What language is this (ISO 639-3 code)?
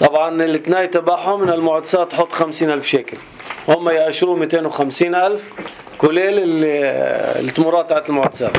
apc